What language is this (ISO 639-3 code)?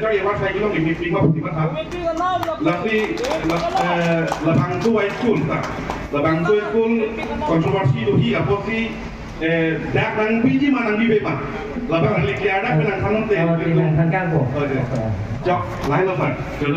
mjw